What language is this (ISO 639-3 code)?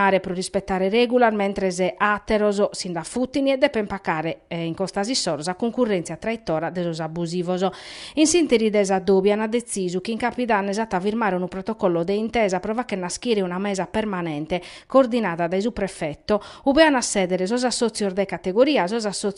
srd